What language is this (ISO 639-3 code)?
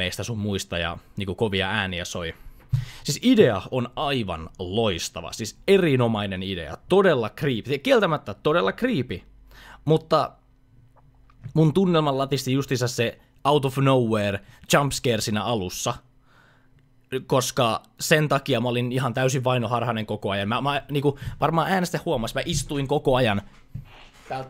fin